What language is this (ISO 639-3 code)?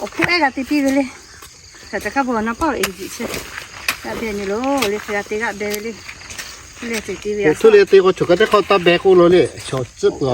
lhu